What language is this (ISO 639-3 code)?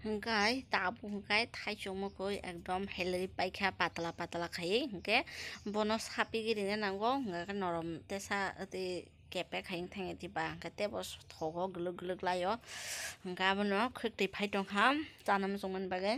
trp